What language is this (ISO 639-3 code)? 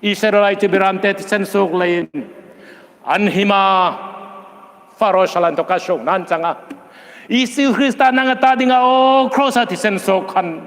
hmr